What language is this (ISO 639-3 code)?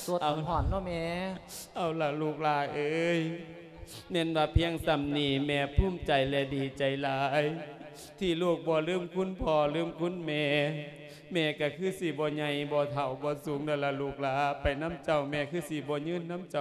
lao